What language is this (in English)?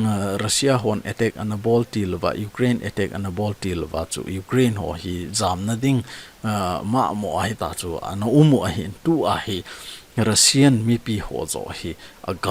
Thado Chin